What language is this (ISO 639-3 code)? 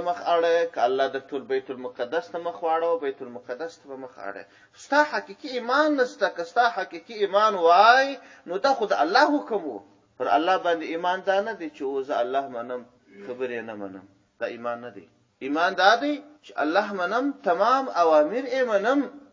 pus